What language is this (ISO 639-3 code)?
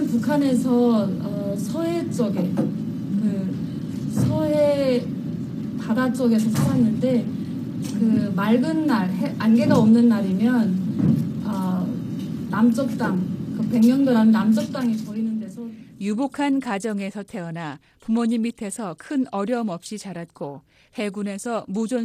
kor